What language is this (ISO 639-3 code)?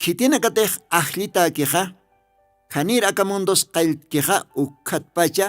aym